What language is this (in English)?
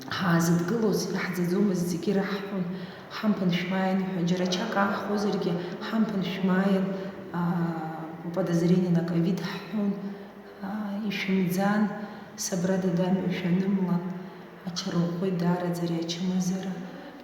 Abkhazian